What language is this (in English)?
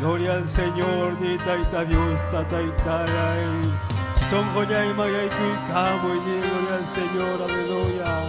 Ayacucho Quechua